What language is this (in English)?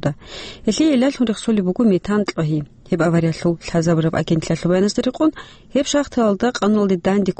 Avaric